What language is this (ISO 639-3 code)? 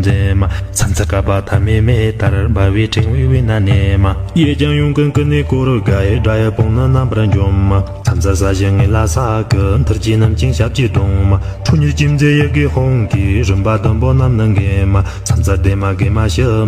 bod